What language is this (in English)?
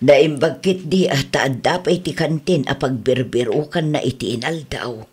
Iloko